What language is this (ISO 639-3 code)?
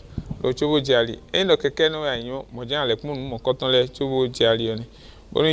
fon